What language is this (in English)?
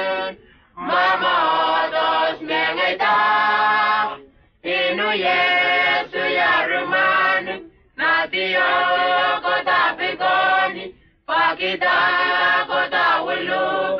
Whitesands